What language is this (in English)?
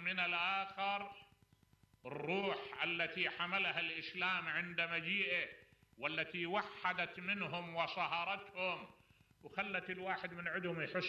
Mesopotamian Arabic